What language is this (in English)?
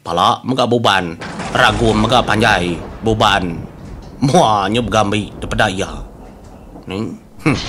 Iban